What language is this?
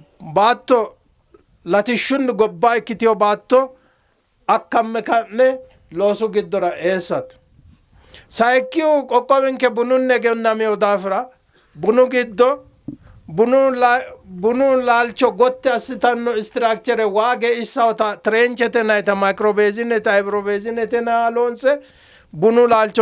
Sidamo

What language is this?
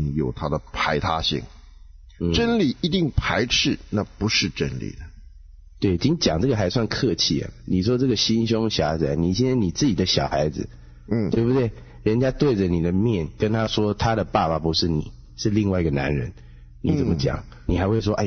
Chinese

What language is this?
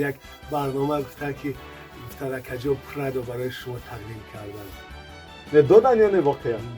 Tajik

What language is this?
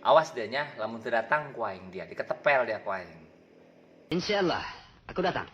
Sundanese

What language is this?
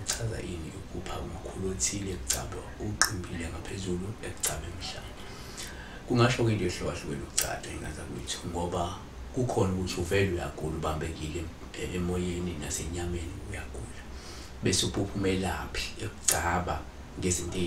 Zulu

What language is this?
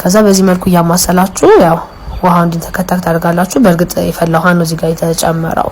Amharic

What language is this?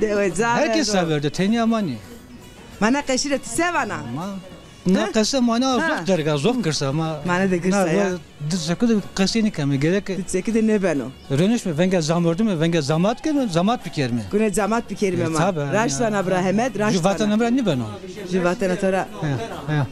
Zaza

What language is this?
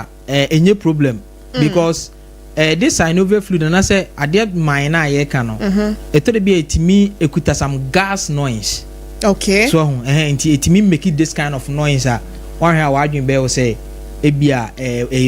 Akan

